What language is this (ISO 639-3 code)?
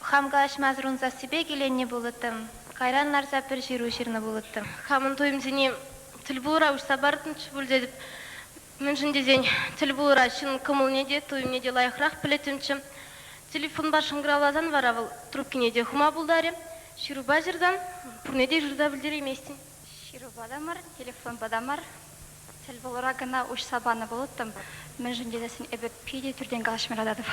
chv